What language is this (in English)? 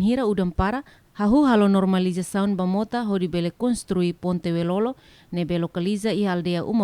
Tetum